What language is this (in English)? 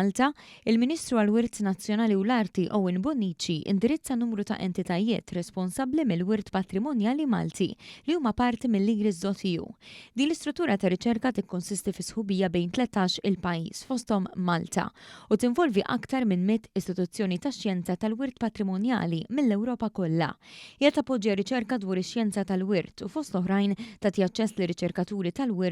Maltese